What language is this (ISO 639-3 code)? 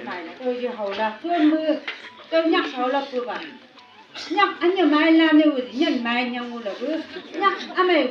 nbc